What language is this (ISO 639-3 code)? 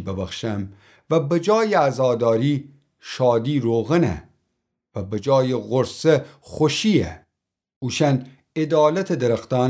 glk